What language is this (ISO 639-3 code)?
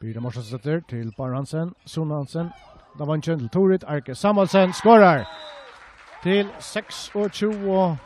fao